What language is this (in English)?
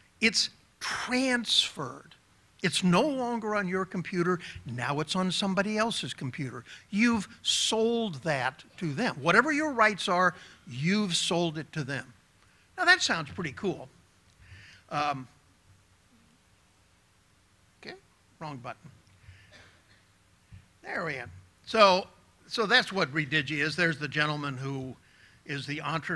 English